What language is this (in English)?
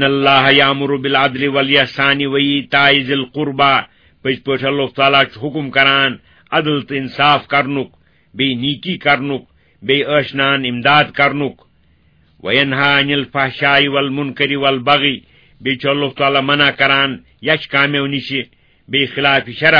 Kashmiri